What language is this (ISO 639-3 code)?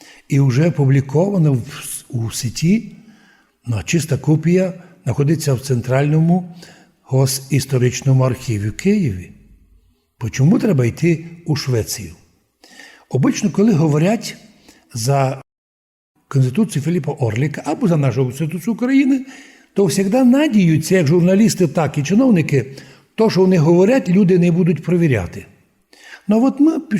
rue